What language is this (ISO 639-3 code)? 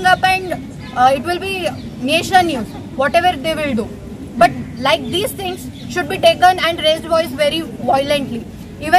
kan